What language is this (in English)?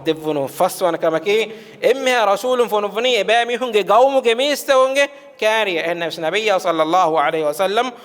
Divehi